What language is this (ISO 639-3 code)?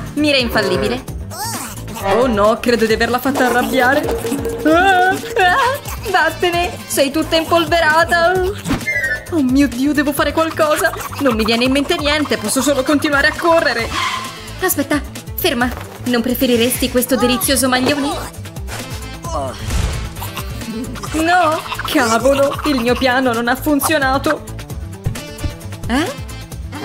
ita